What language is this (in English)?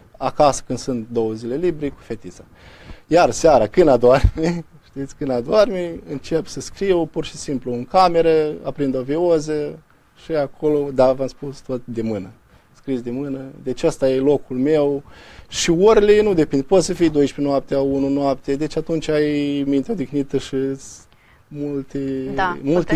Romanian